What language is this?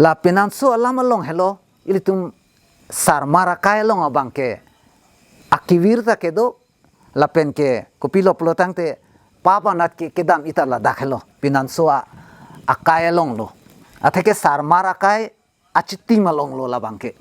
Karbi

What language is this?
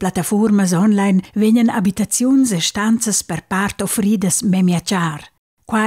Romansh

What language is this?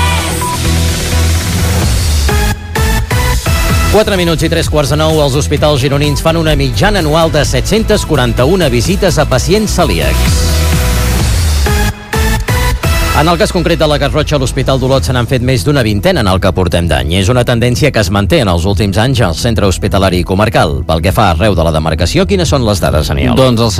Catalan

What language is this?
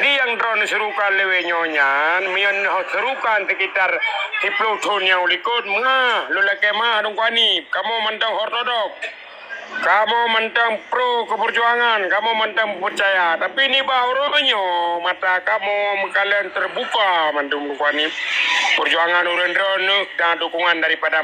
Achinese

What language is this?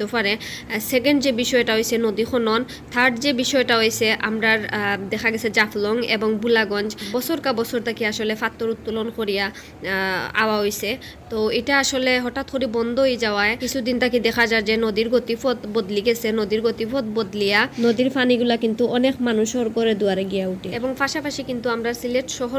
Sylheti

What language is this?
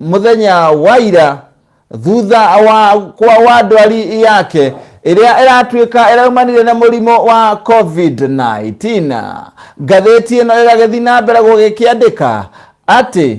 Kikuyu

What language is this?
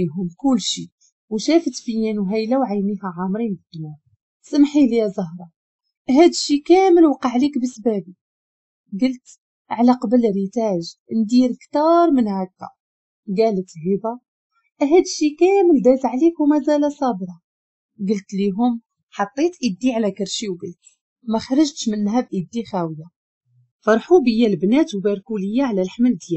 Moroccan Arabic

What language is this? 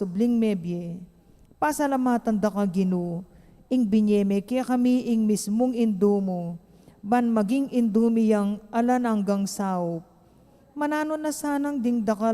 Pampanga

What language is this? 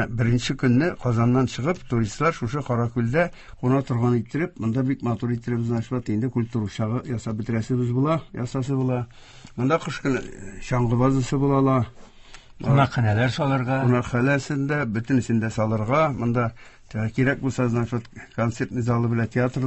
Tatar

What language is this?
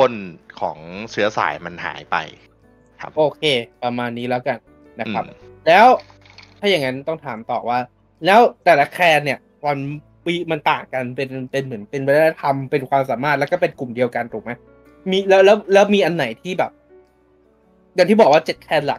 Thai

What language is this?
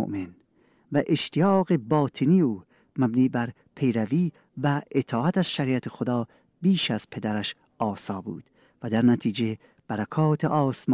Persian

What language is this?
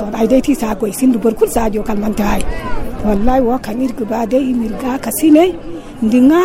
Zarma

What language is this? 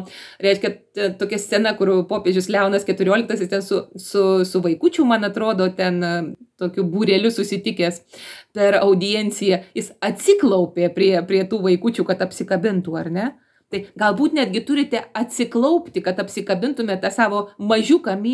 Lithuanian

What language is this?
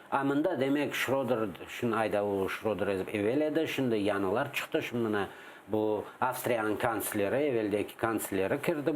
Crimean Tatar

